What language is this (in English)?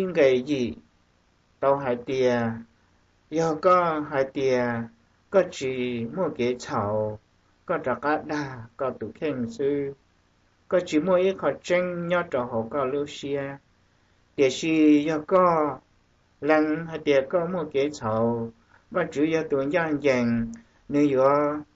Hmong